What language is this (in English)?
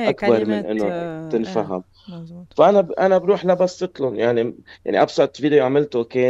North Levantine Arabic